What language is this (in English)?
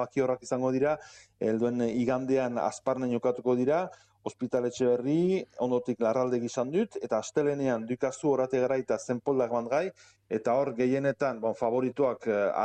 Basque